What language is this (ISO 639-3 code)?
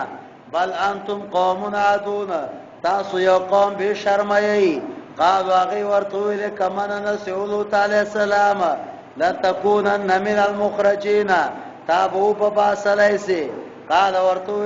pus